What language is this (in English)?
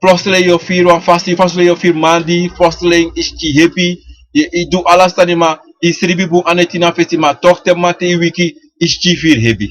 Sranan Tongo